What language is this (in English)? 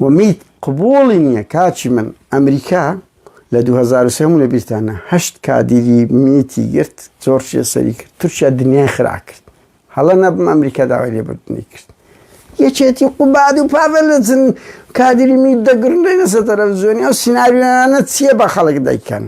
Central Kurdish